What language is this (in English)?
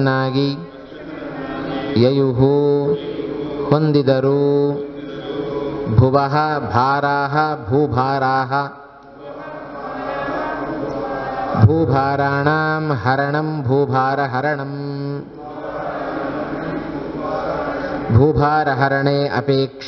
Kannada